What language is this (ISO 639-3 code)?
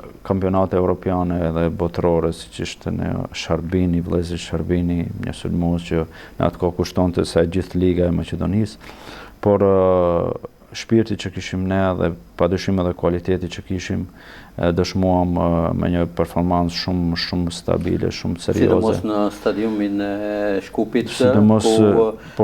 sqi